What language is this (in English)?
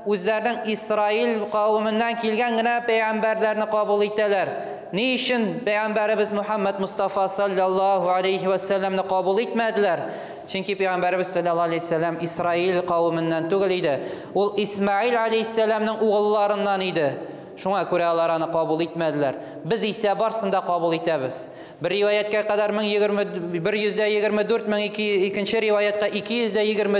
Tatar